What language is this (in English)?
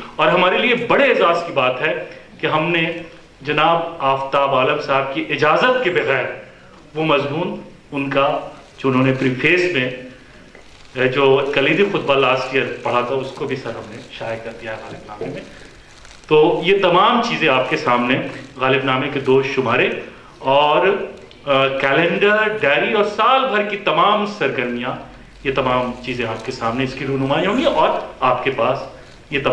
Urdu